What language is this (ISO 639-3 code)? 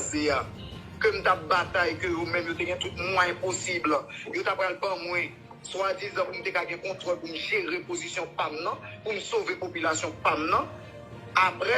hat